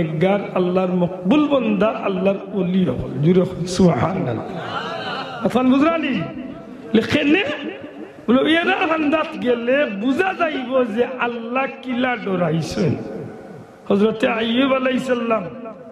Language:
Sylheti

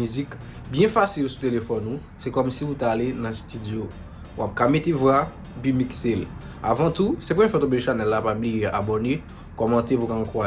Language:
Haitian Creole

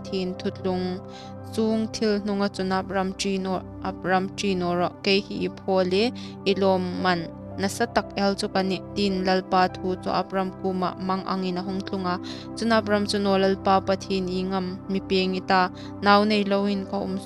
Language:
Hmar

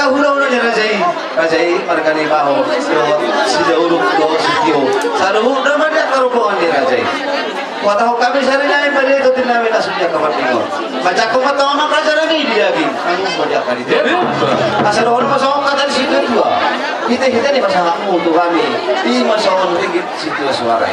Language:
Batak Toba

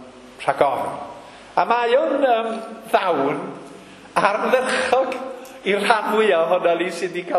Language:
Welsh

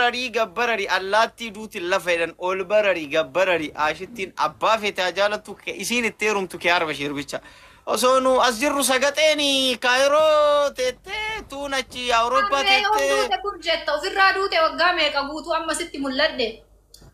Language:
Oromo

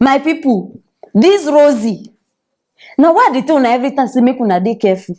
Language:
Nigerian Pidgin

